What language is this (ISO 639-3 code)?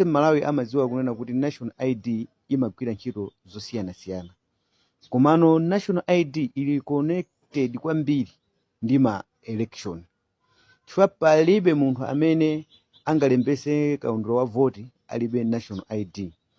nya